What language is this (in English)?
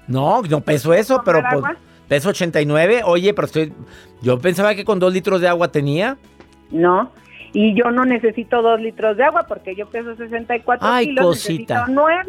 Spanish